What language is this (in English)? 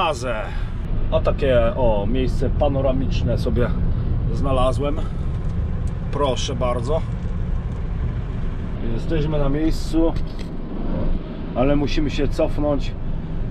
Polish